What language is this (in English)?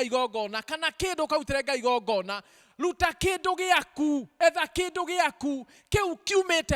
Kikuyu